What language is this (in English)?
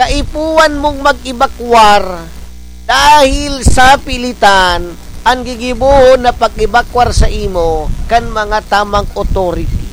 Bikol